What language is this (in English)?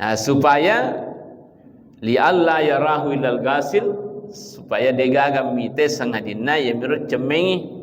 Buginese